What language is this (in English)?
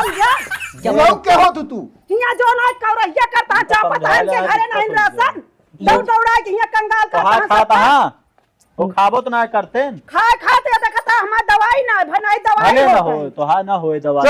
Awadhi